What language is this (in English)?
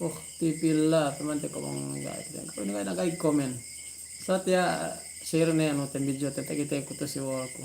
Yakan